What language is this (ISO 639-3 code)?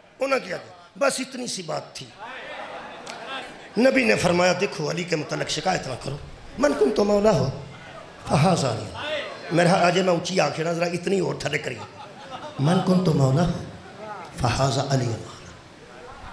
urd